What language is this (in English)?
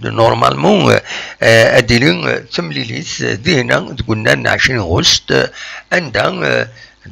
Kabyle